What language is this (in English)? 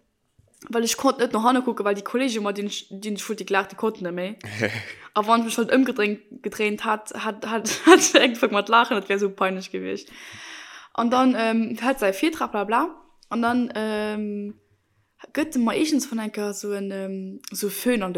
Luxembourgish